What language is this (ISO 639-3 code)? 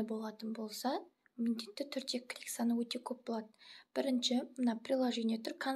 kaz